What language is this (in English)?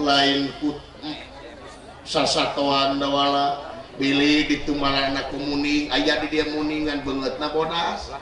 Sundanese